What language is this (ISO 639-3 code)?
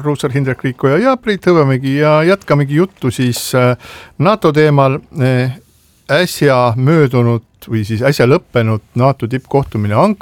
est